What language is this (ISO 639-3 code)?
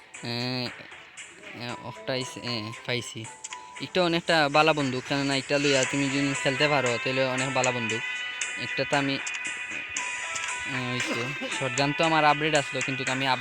syl